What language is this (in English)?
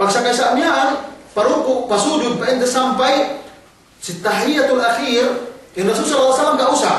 Yakan